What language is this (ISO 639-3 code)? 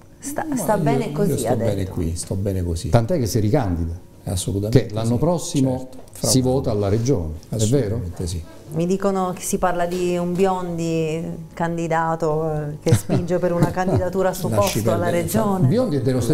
ita